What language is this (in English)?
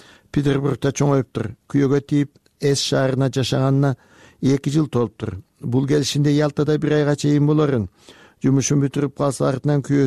Kyrgyz